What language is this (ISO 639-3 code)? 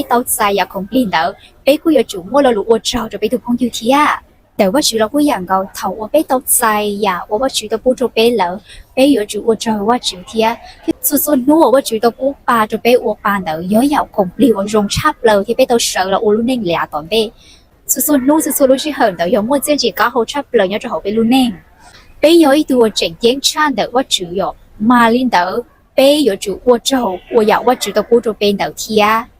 hmn